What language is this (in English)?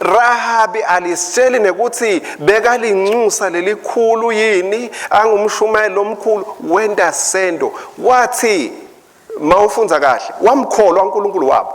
Swati